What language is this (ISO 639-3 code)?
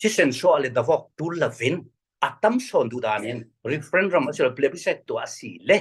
cfm